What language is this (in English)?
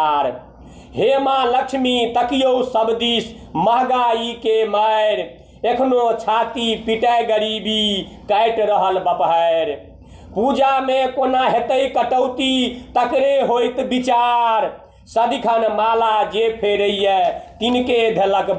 Maithili